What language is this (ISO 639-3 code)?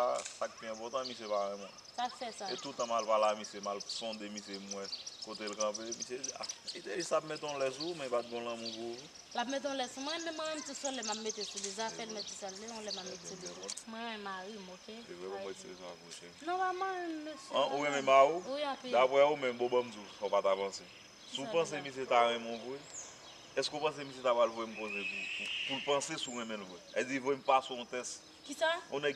hat